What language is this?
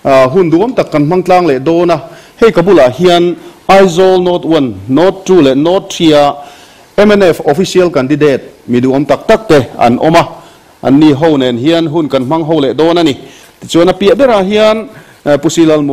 Mizo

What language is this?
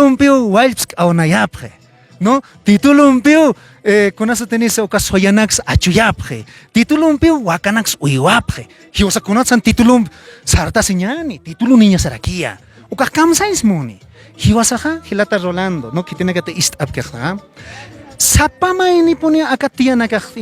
Aymara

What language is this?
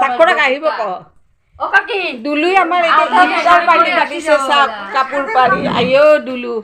Assamese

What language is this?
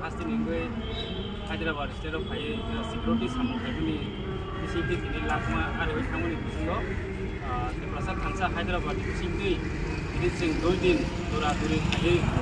Riang (India)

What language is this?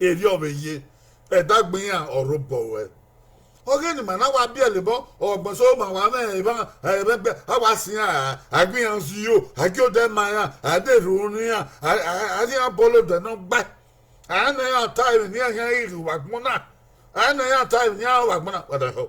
Bini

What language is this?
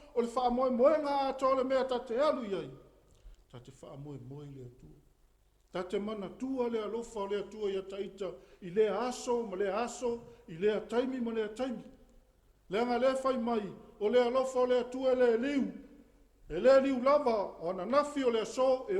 Samoan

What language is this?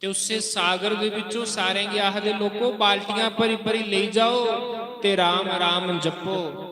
Dogri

